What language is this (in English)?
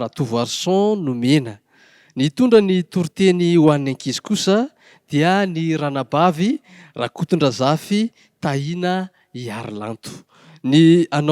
Malagasy